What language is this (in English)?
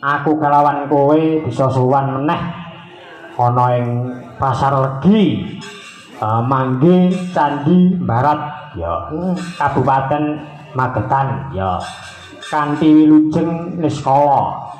Javanese